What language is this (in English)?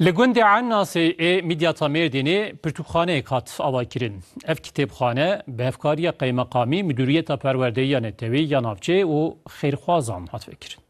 Kurdish